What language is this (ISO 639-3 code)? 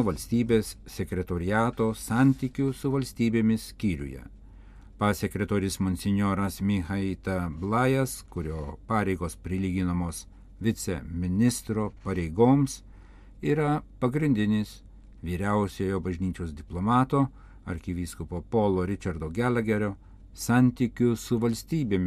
lit